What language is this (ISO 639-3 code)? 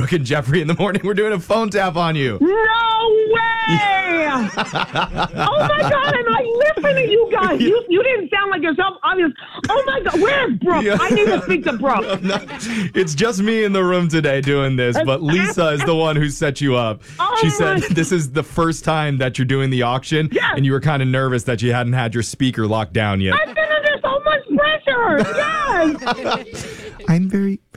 eng